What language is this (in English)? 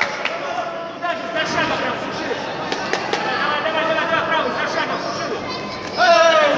Russian